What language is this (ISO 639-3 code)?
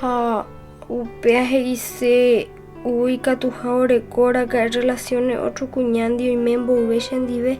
grn